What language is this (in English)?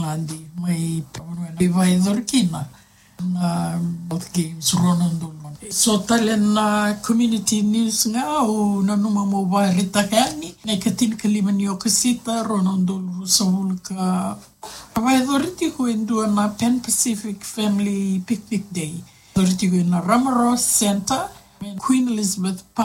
Fijian